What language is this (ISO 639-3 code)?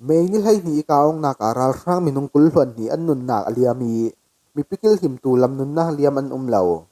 cfm